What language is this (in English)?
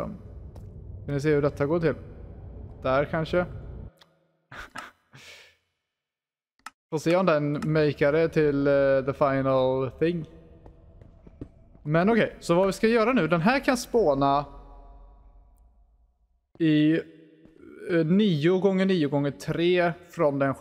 Swedish